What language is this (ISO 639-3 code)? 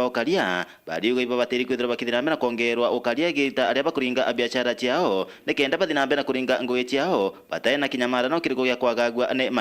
mer